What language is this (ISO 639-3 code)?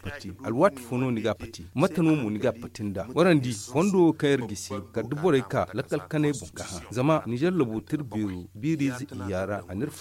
dje